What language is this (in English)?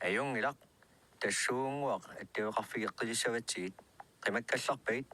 Kalaallisut